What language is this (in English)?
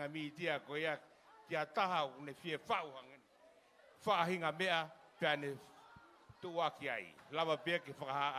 Tongan